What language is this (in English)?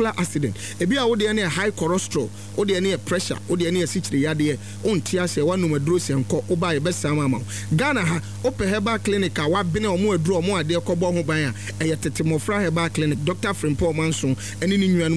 Akan